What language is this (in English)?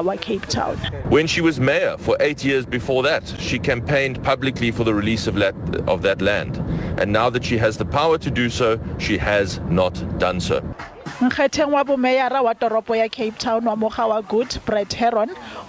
Southern Sotho